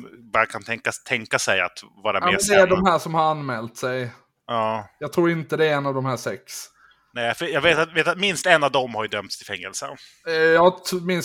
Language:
Swedish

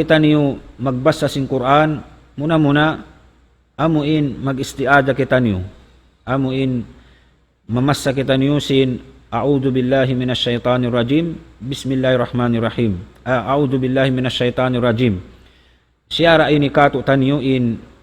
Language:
Tausug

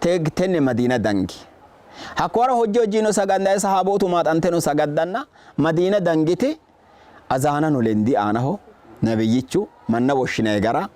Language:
Sidamo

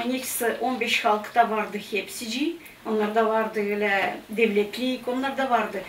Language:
Gagauz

